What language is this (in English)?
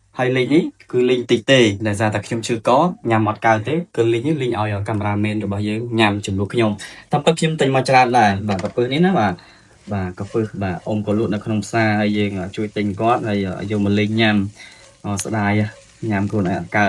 Khmer